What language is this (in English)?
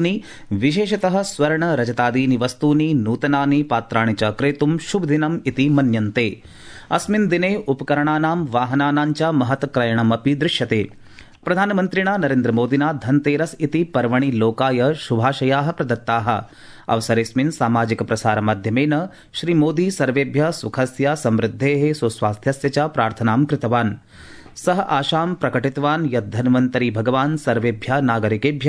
Sanskrit